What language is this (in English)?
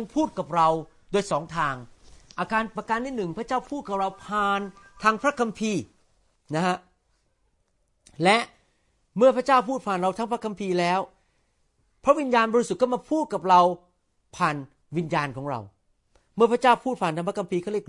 Thai